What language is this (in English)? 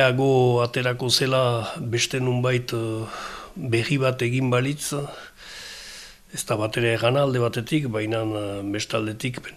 Basque